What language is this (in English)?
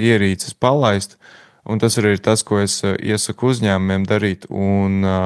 Latvian